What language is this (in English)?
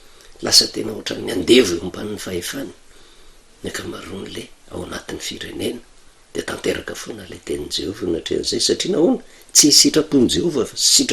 Malagasy